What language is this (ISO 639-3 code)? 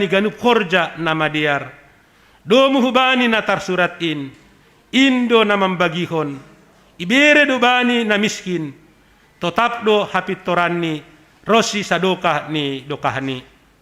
bts